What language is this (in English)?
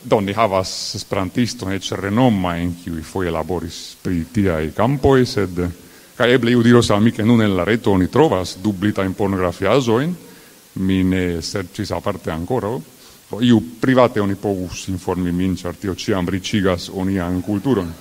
Esperanto